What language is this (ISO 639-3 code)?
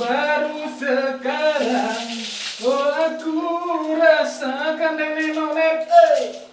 bew